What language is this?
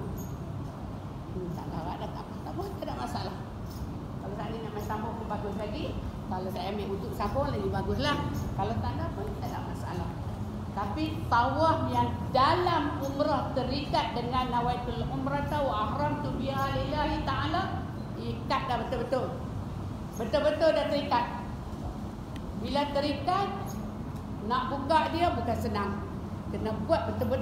Malay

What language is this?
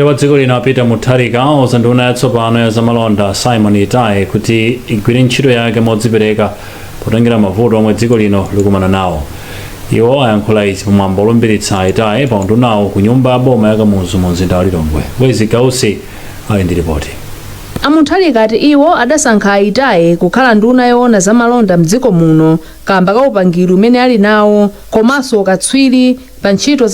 Nyanja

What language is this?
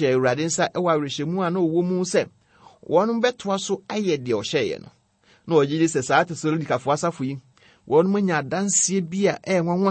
Akan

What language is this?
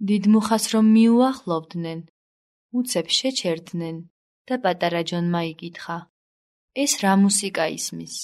Georgian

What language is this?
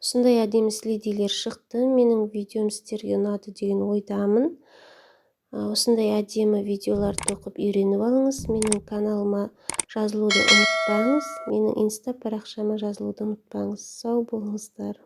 Kazakh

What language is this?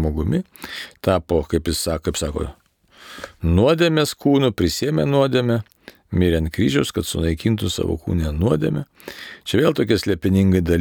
Lithuanian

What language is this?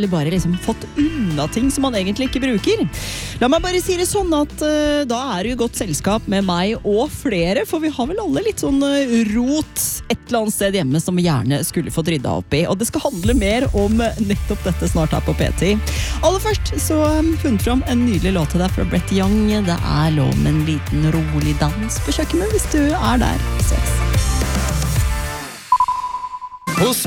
Norwegian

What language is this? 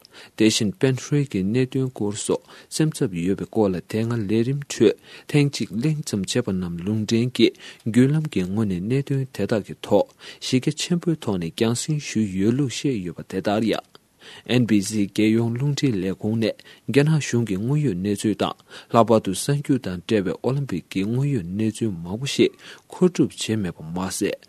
Tibetan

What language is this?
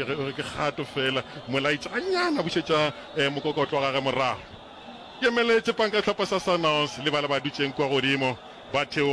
Northern Sotho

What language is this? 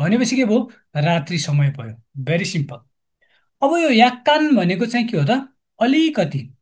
Nepali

